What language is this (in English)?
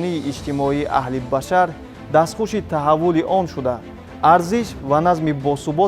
Tajik